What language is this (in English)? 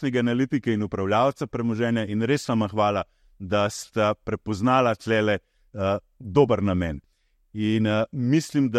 Slovenian